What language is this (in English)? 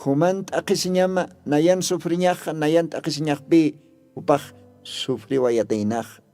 Aymara